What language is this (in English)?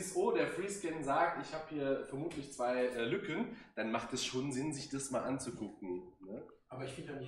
German